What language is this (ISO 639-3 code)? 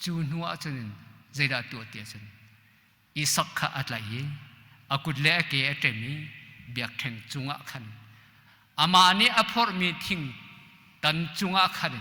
cnh